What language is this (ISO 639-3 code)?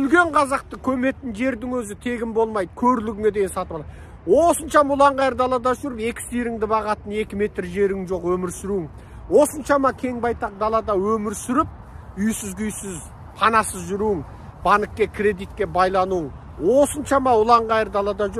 kaz